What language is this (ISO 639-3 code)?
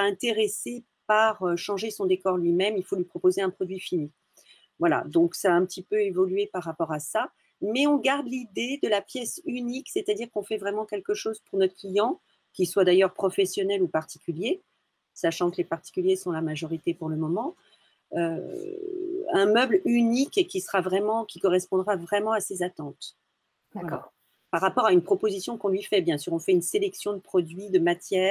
fra